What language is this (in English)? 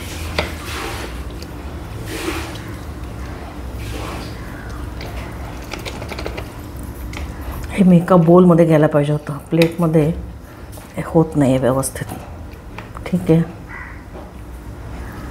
Marathi